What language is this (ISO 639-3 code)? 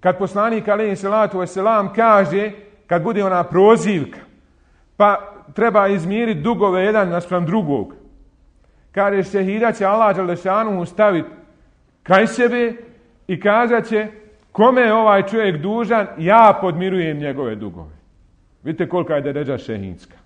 bos